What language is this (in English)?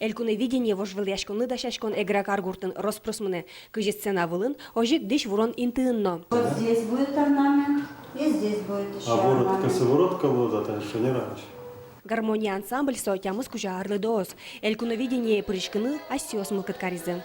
Udmurt